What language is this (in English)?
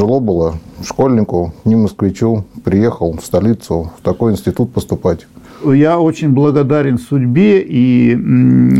Russian